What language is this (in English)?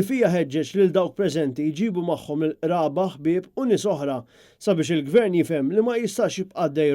Maltese